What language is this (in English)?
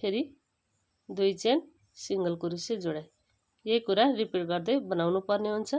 Nepali